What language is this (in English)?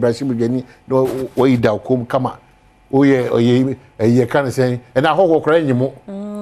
Akan